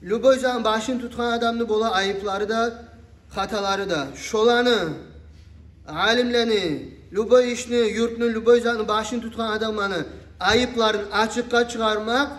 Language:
Kumyk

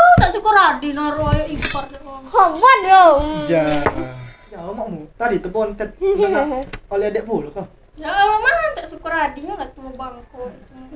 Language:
Musi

